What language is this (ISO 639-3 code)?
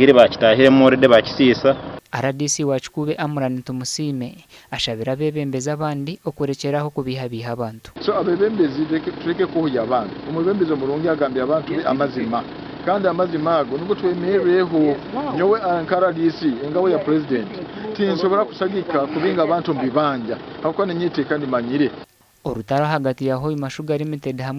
nyn